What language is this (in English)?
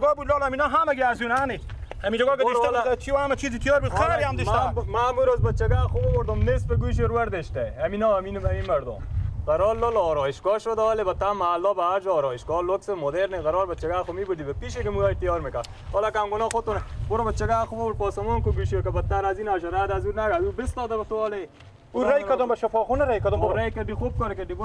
Persian